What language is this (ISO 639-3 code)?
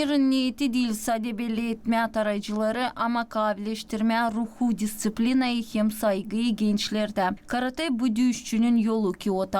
gag